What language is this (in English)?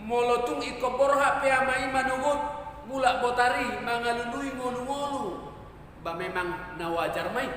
Batak Toba